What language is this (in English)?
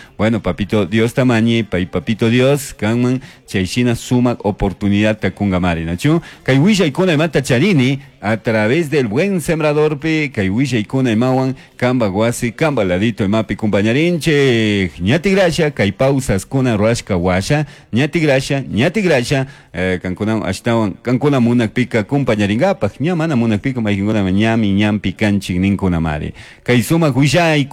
Chimborazo Highland Quichua